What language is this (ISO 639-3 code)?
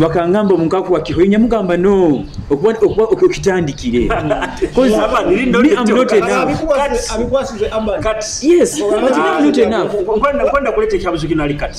nyo